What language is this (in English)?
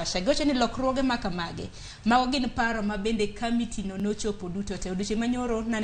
Luo (Kenya and Tanzania)